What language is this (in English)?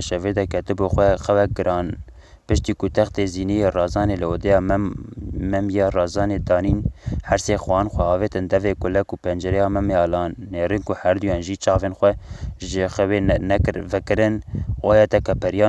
Kurdish